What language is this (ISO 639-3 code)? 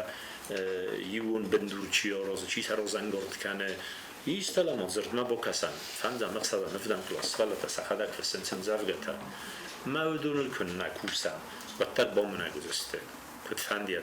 oss